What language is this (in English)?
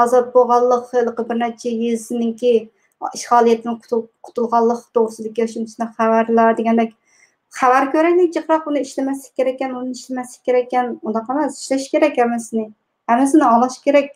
Uyghur